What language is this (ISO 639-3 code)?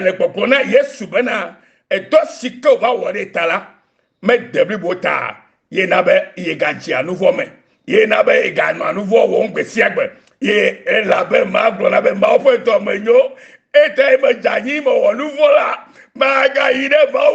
ewe